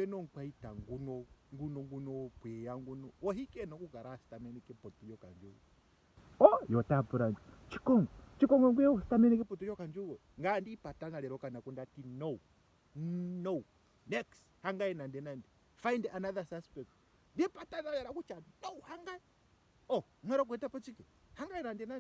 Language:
Ndonga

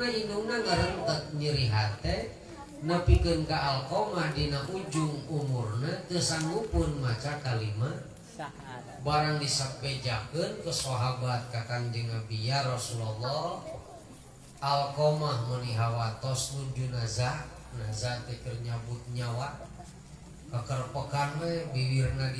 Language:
Sundanese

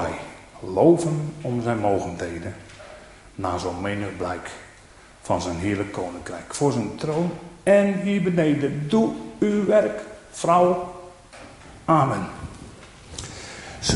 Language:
Dutch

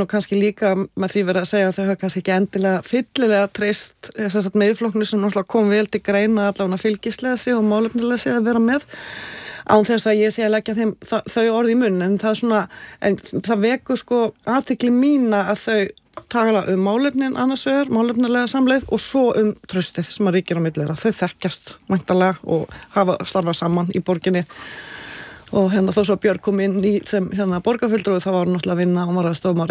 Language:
Icelandic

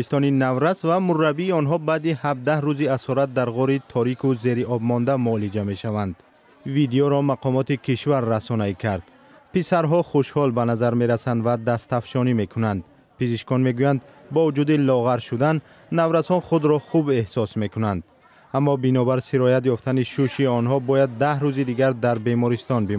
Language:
Tajik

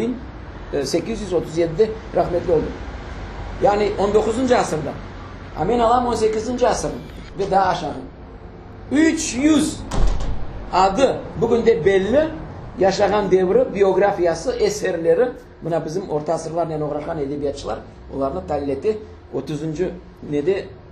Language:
Crimean Tatar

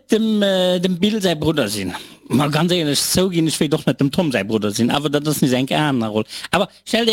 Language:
Luxembourgish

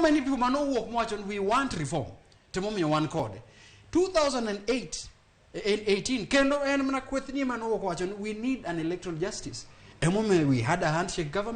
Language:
Luo (Kenya and Tanzania)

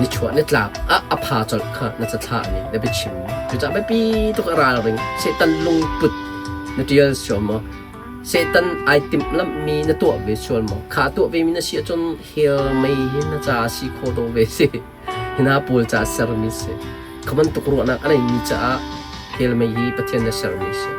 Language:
Hakha Chin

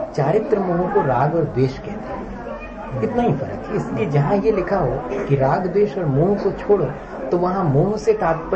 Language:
Hindi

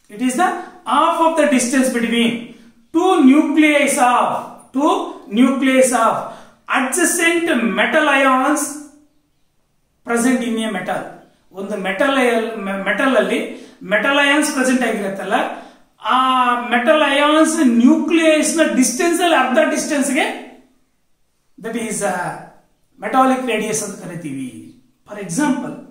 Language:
Kannada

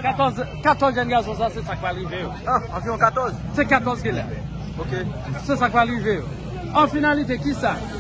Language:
Haitian Creole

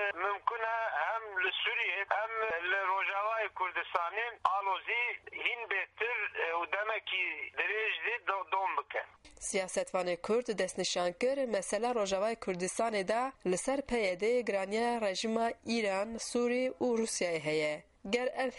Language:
Kurdish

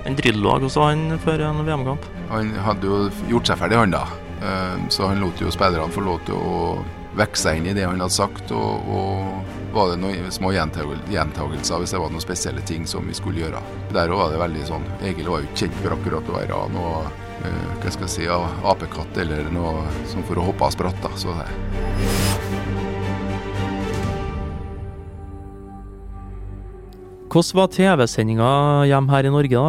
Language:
Norwegian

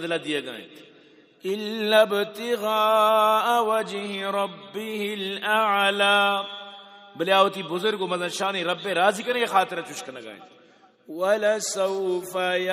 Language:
Eastern Balochi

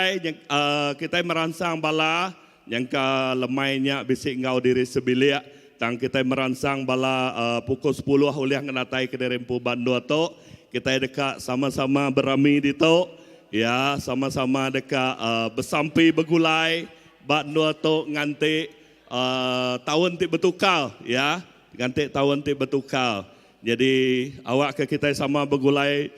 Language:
Iban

